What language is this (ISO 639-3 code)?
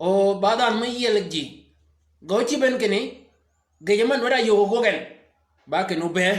shk